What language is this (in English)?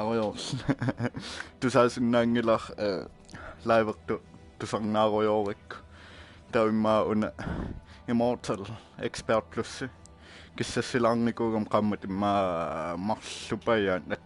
Kalaallisut